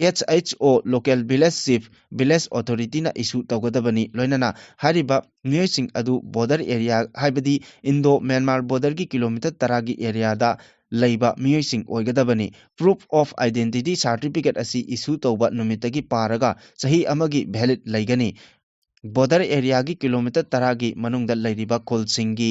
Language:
Manipuri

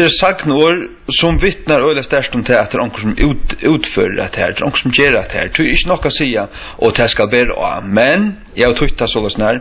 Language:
Faroese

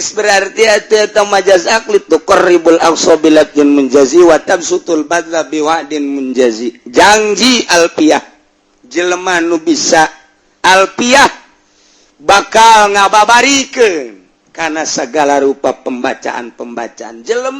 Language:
Sundanese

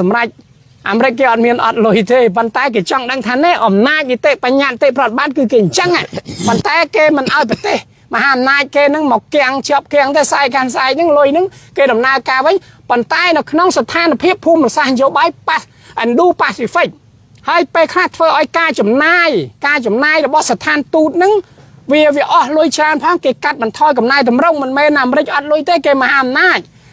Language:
Khmer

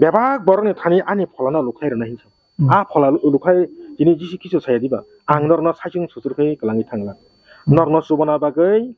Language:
Kok Borok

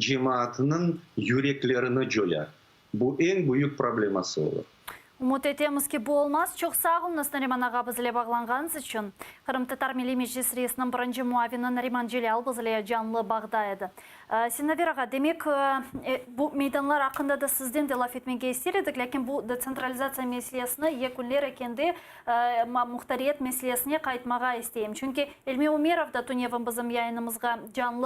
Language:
Crimean Tatar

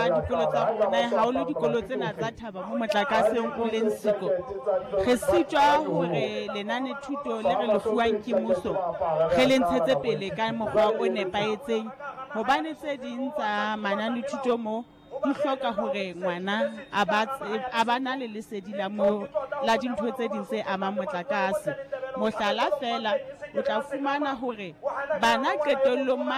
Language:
Southern Sotho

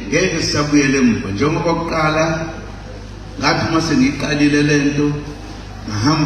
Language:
Zulu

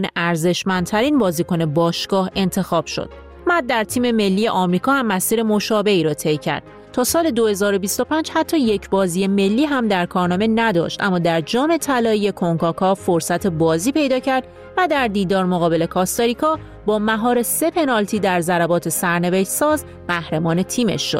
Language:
Persian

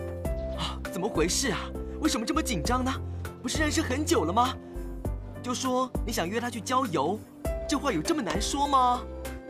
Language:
Chinese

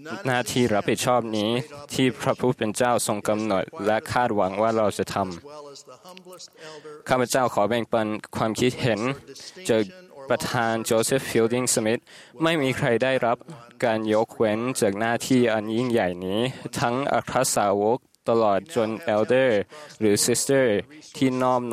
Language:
Thai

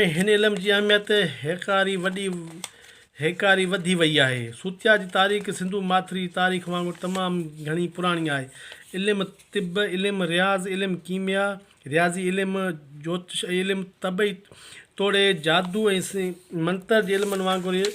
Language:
Sindhi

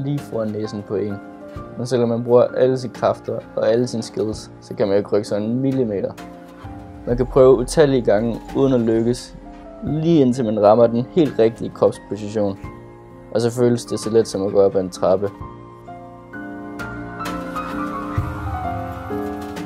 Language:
Danish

